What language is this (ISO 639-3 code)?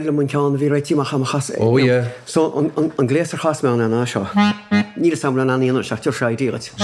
gle